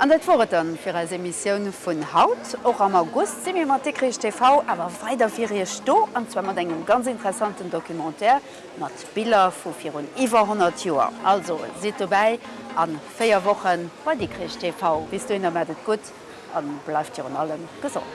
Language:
Luxembourgish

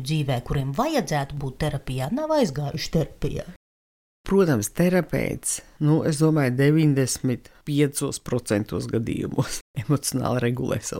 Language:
Latvian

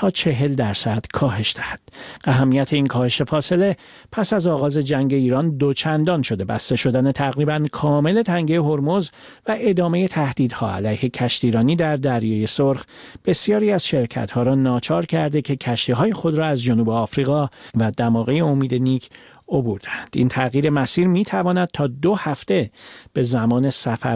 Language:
Persian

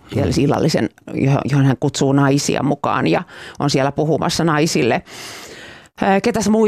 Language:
Finnish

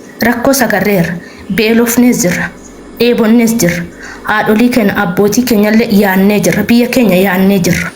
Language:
Oromo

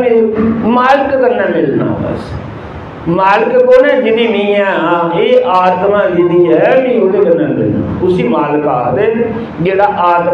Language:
Dogri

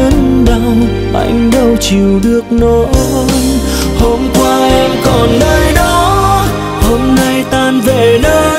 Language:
Vietnamese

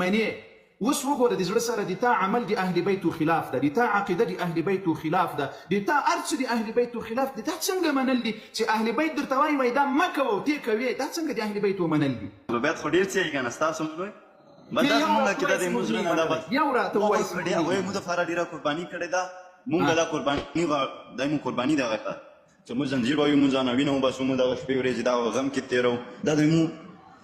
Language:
Pashto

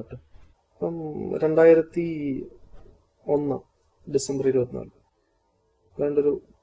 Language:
Malayalam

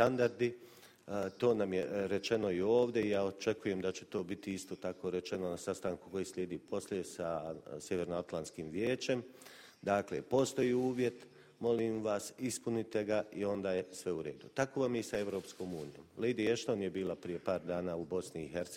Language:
Bosnian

